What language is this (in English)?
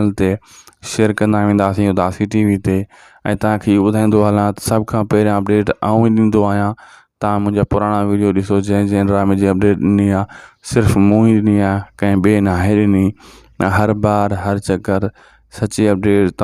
Sindhi